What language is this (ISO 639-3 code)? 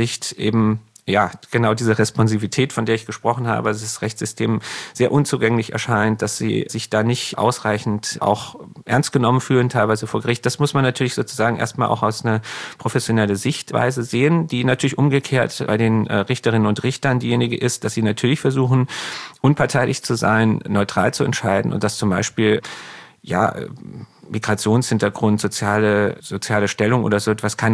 deu